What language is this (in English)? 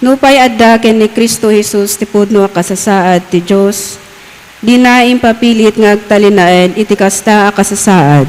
Iloko